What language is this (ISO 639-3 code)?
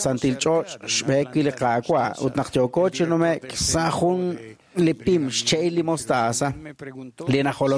kek